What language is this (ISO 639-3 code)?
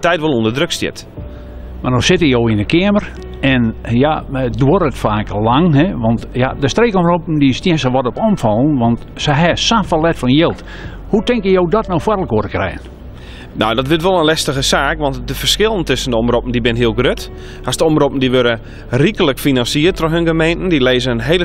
fry